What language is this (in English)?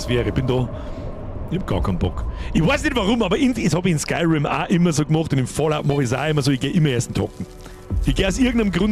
Bavarian